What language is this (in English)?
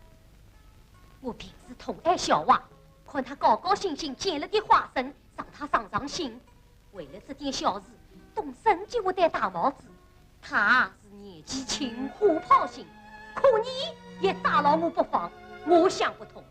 Wu Chinese